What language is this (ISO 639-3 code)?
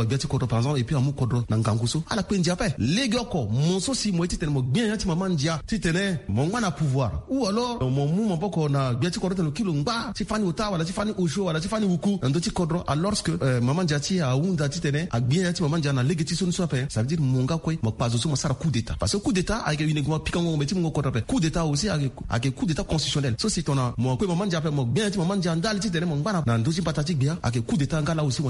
sag